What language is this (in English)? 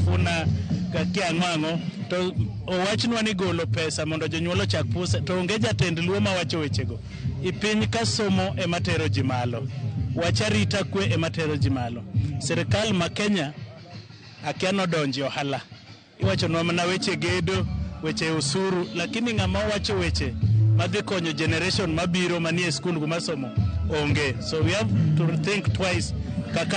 Luo (Kenya and Tanzania)